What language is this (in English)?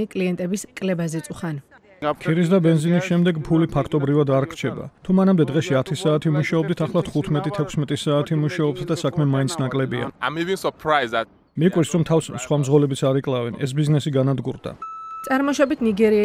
Georgian